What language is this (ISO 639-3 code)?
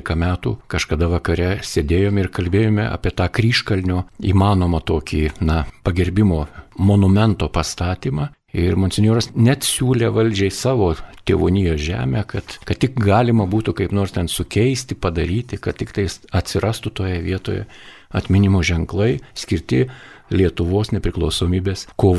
lit